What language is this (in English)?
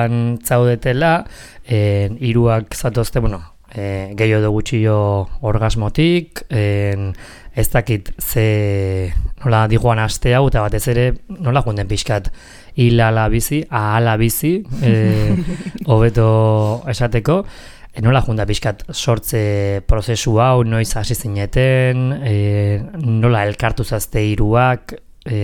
Basque